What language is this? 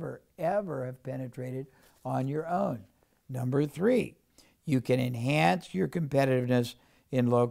English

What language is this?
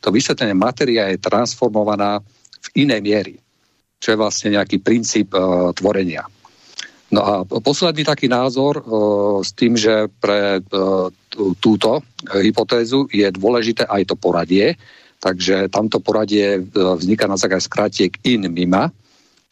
Slovak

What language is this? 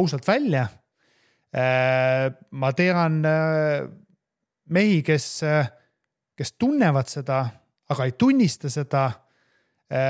Estonian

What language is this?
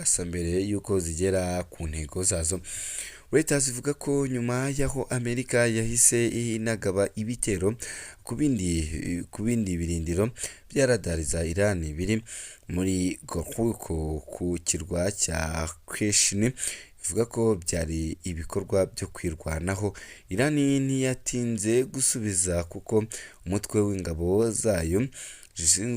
Kinyarwanda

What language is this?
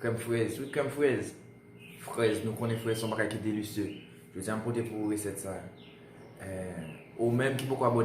Haitian Creole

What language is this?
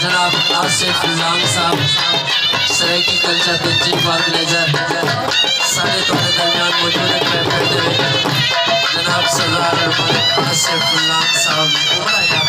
Saraiki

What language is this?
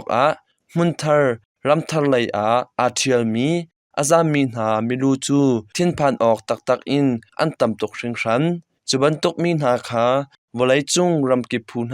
Hakha Chin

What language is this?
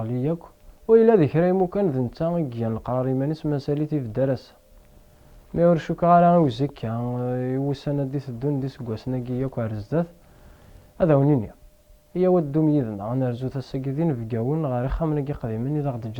Kabyle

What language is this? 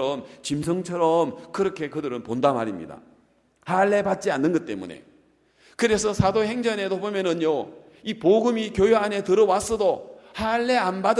Korean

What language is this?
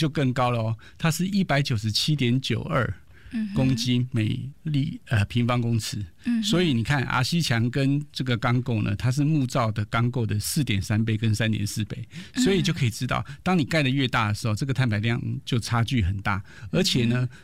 Chinese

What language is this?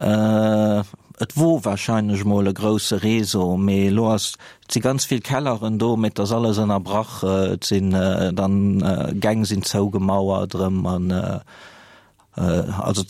Luxembourgish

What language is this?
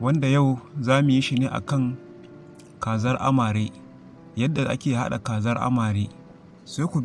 Hausa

